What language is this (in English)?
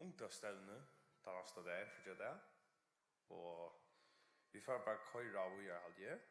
Faroese